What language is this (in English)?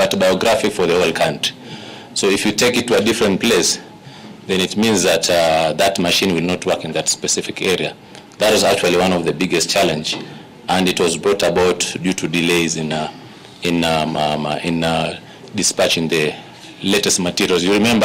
Kamba